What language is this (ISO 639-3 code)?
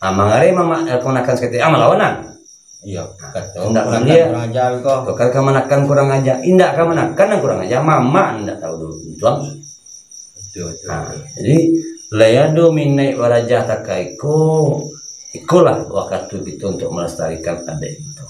min